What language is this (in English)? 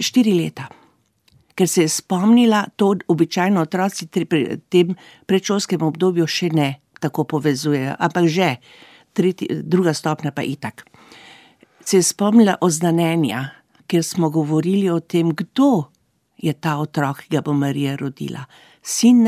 Slovenian